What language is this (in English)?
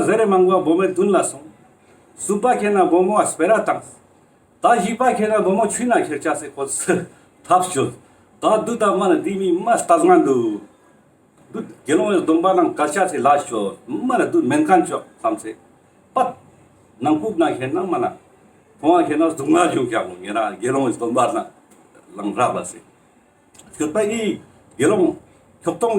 Ladakhi